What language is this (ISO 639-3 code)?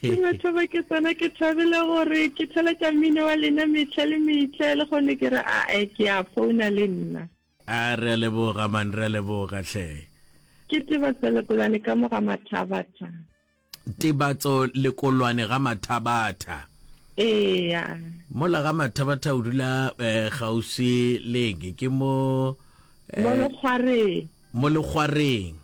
nso